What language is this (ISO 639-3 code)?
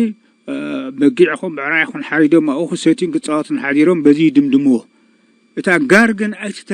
tir